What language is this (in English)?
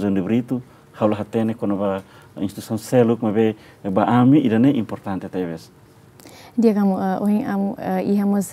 Tetum